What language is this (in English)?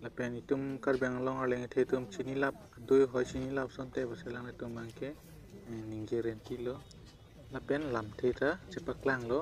Karbi